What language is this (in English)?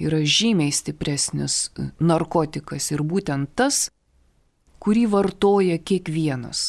Lithuanian